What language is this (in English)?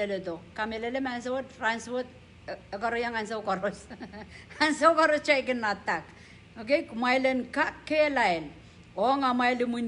Pohnpeian